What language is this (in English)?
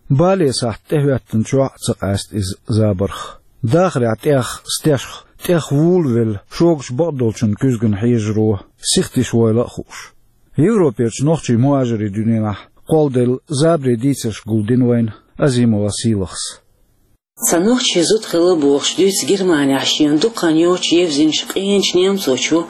Chechen